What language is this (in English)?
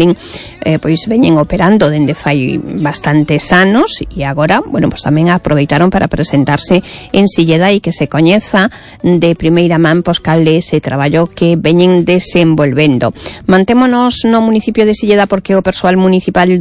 Galician